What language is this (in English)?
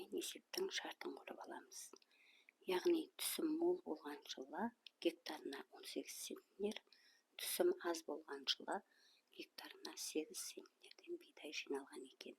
Kazakh